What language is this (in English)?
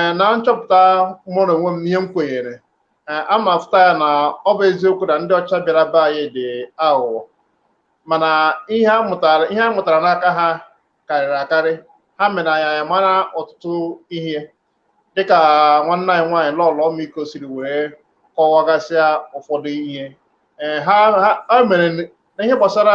Igbo